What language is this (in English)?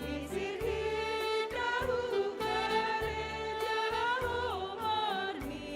Batak Simalungun